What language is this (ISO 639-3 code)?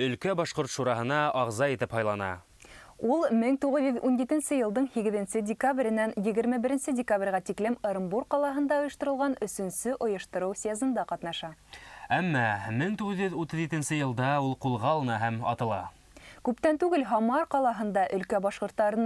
bak